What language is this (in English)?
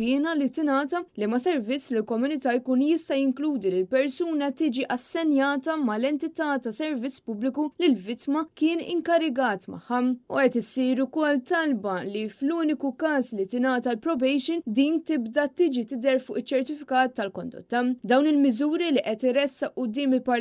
Maltese